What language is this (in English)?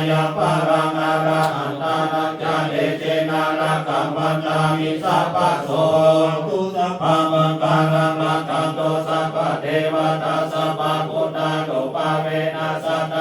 Pali